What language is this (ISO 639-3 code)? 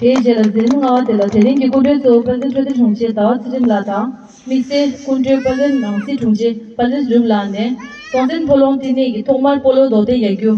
bod